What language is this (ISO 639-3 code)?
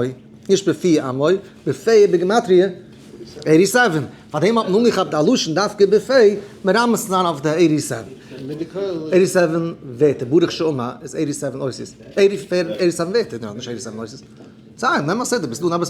yid